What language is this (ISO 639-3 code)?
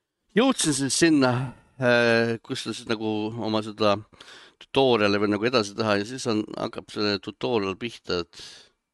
est